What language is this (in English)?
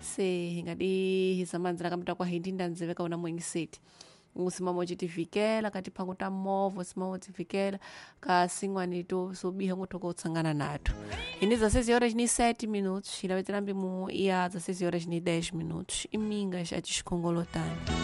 Tsonga